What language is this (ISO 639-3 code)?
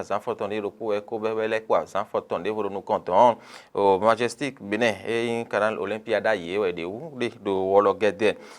fon